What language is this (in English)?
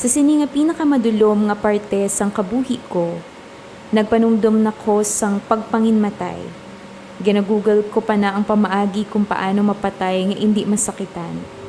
Hiligaynon